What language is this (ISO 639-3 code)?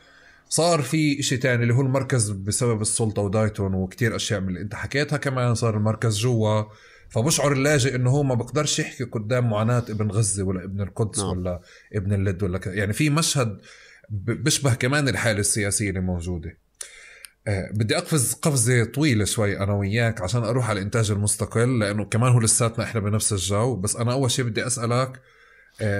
apc